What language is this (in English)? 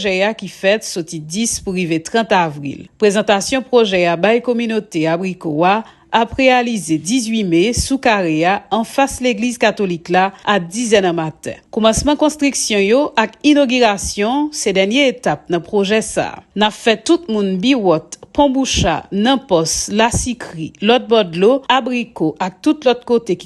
Haitian Creole